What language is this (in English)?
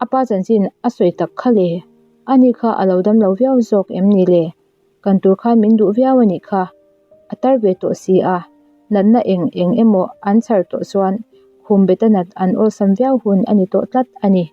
Mizo